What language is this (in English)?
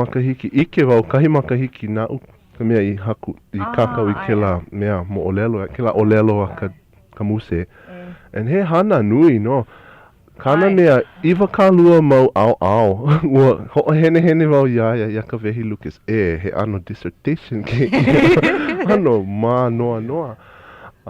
Hawaiian